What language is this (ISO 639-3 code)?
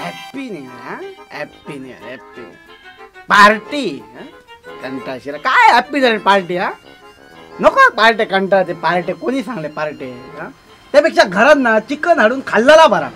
kok